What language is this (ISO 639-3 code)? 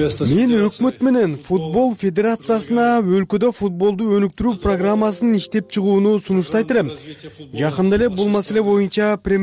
kir